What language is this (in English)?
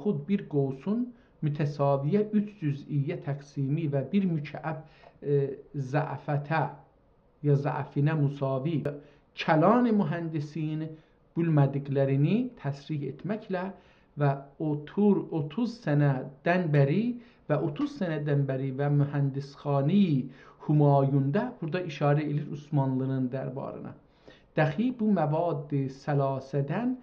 South Azerbaijani